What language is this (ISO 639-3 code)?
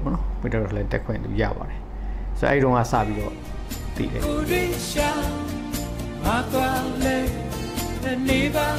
mya